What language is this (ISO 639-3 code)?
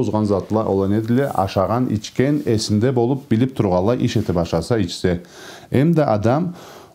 krc